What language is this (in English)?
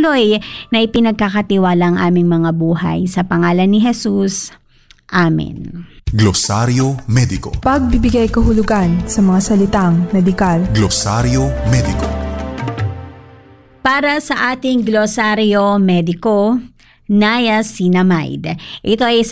Filipino